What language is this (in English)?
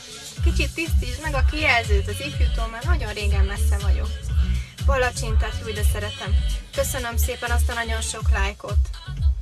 Hungarian